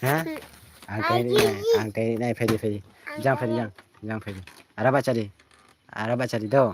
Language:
Kok Borok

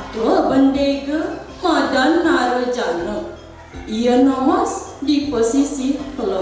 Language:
Balinese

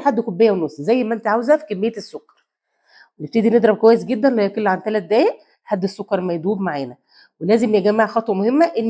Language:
Egyptian Arabic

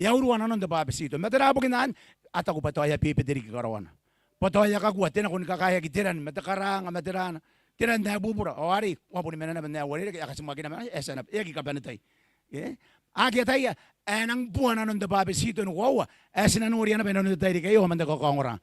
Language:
Gilbertese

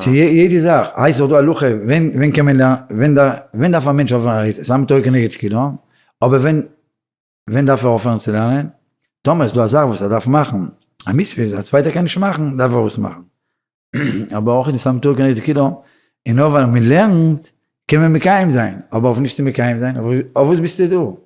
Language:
Yiddish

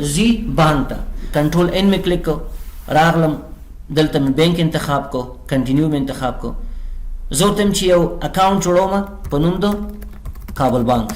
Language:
Pashto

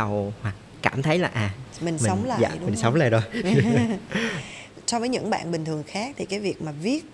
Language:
Vietnamese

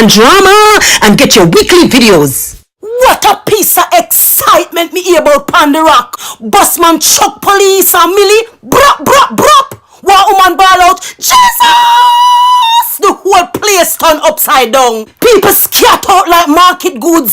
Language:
Jamaican Creole English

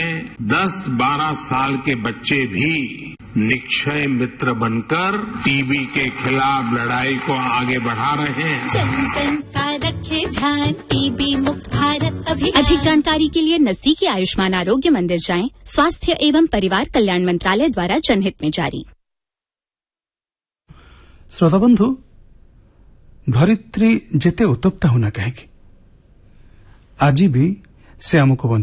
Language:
Odia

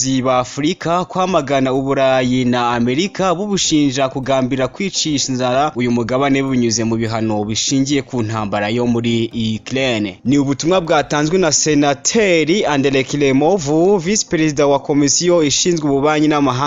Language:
Kinyarwanda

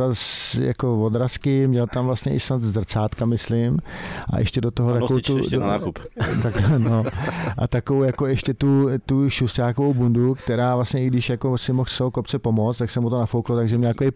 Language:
Czech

